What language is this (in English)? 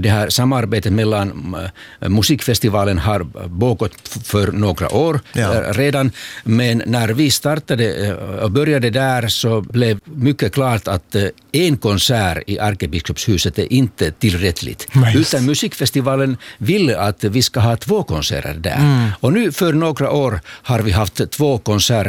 Swedish